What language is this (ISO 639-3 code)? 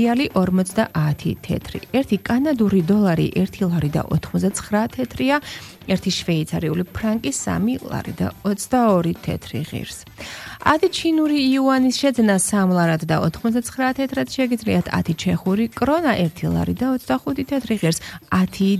kat